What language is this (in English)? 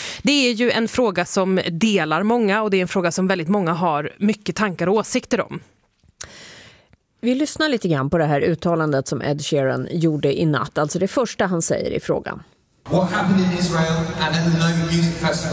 Swedish